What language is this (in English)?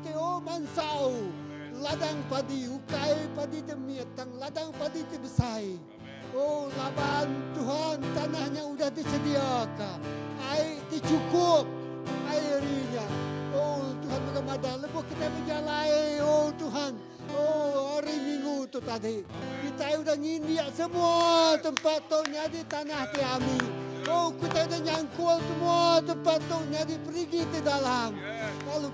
Iban